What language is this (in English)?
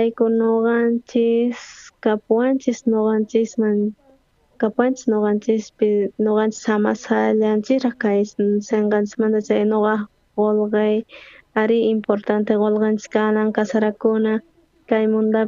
South Bolivian Quechua